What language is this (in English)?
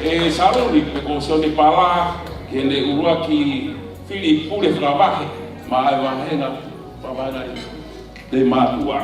Tongan